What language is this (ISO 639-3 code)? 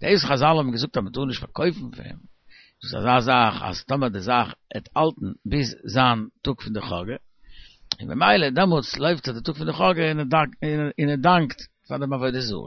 yid